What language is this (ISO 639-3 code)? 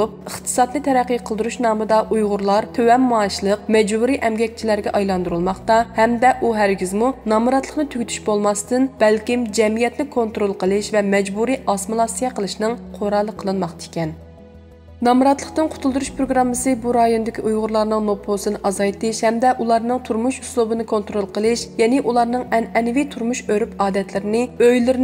uig